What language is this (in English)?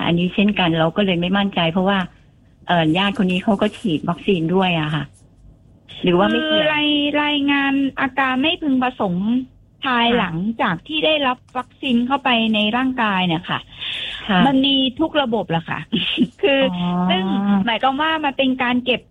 Thai